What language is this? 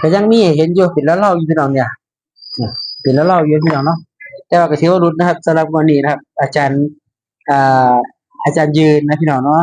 Northeastern Thai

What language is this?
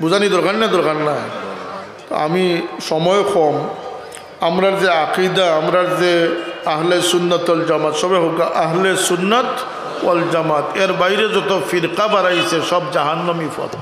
Sylheti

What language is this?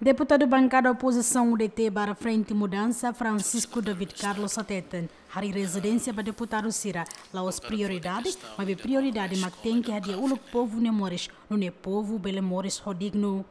Tetum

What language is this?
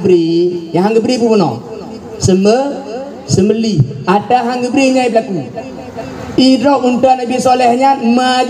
Achinese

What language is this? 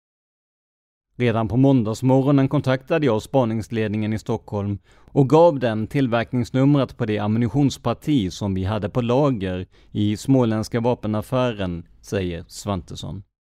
Swedish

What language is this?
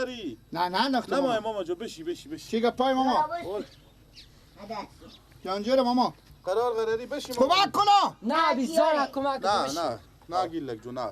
Persian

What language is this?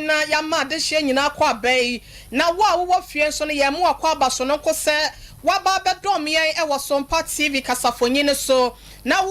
Akan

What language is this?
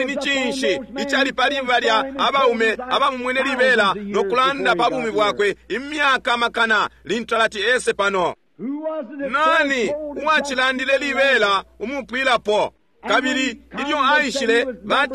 Bemba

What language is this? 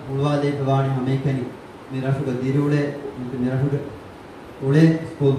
Divehi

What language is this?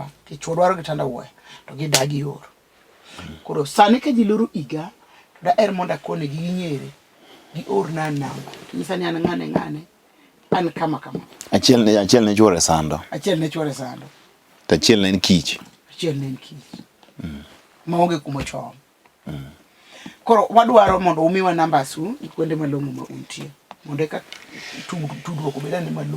Luo (Kenya and Tanzania)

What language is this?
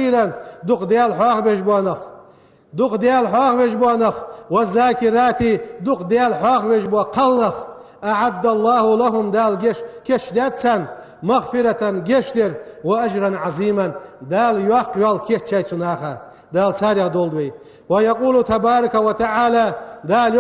Ingush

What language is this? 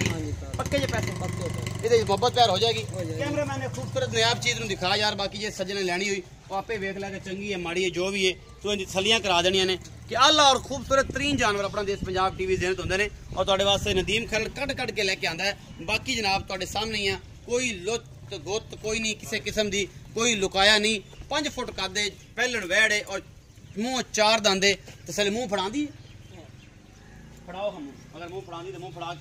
Punjabi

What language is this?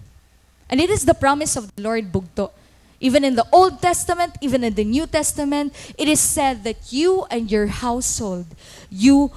Waray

